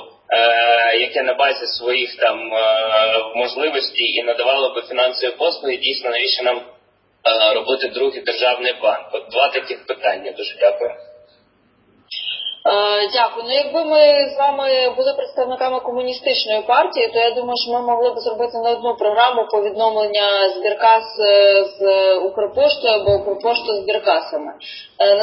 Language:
Ukrainian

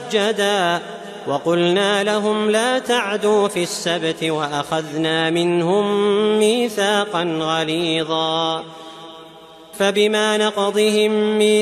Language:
Arabic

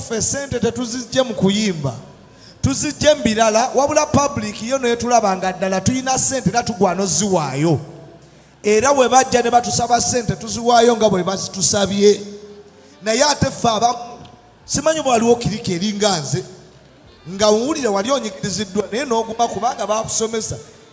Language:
Ganda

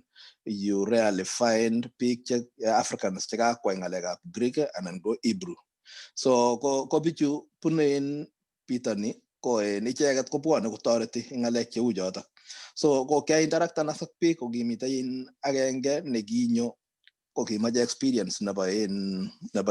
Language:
Kalenjin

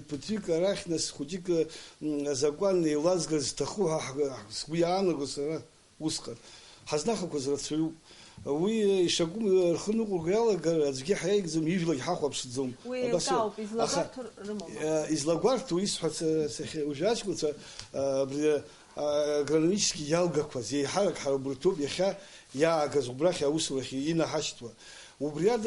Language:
Abkhazian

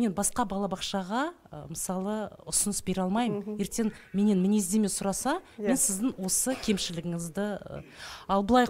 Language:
Kazakh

